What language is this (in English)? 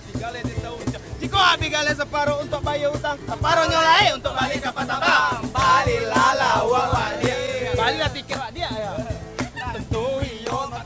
Minangkabau